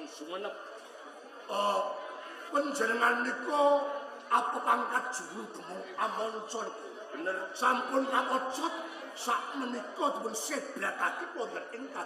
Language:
Javanese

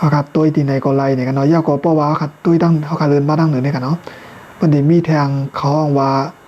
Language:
Shan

